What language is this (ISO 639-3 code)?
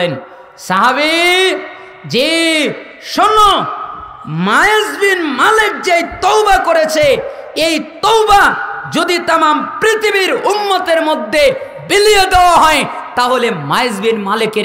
ben